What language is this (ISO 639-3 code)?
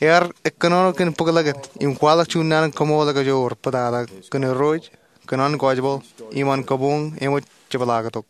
mah